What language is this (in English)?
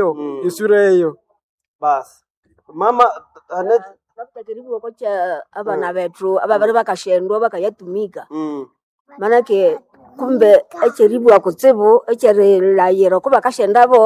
Nande